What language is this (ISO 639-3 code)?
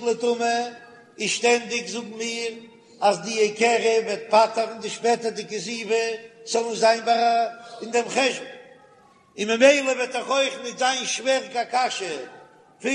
yid